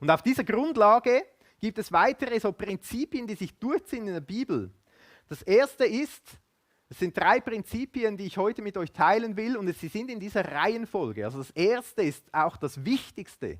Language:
Swiss German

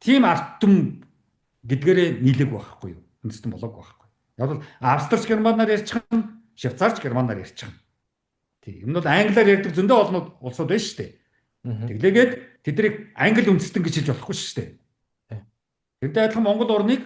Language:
Mongolian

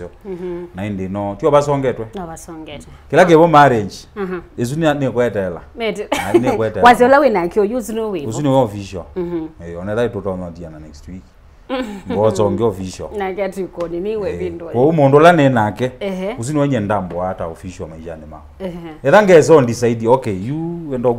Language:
Kamba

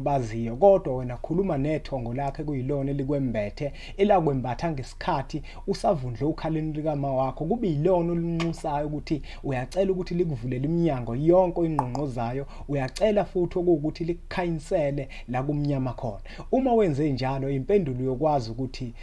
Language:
Zulu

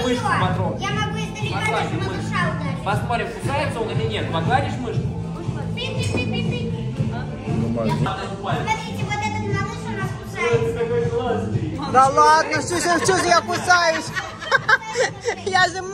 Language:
Russian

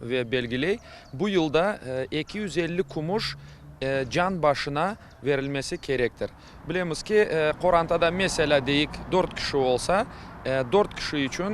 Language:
Crimean Tatar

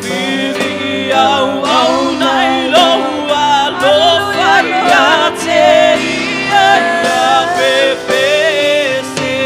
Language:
Samoan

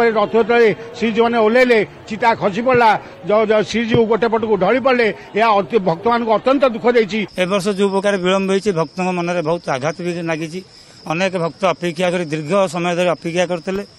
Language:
Odia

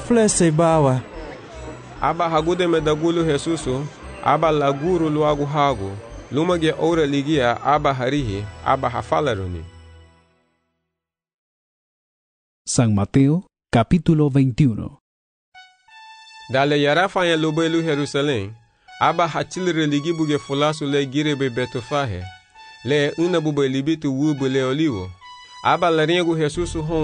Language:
Garifuna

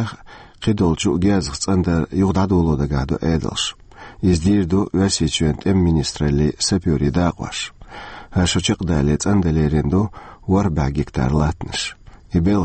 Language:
Chechen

